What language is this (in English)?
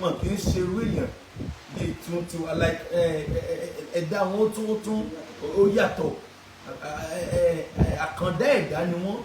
Yoruba